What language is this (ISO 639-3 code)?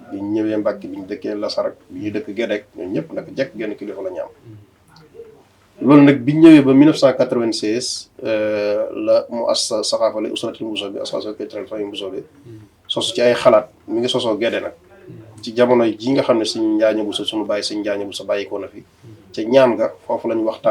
wol